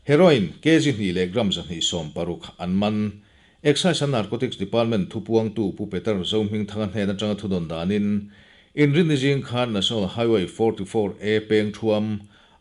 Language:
Mizo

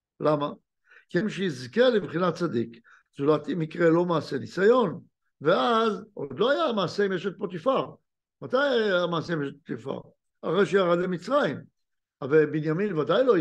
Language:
Hebrew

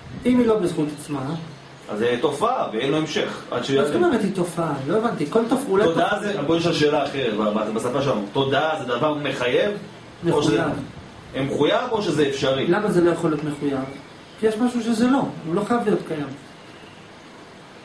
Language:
Hebrew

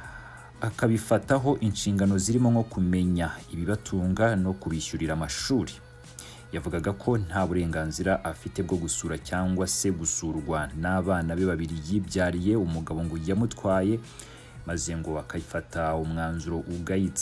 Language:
Kinyarwanda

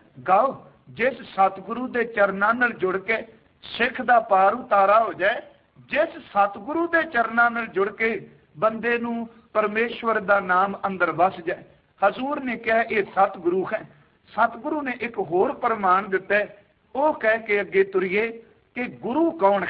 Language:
Punjabi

